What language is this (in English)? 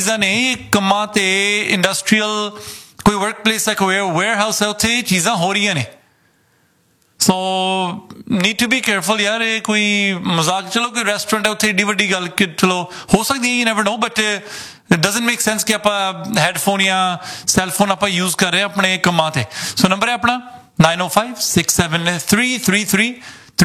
Punjabi